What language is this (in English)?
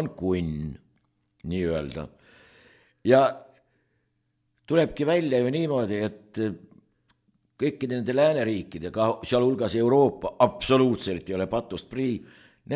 Estonian